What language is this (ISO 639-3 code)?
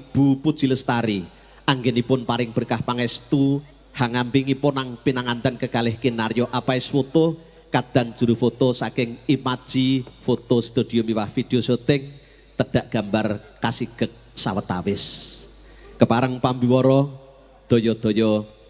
jav